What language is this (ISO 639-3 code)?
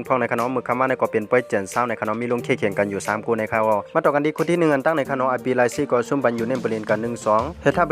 shn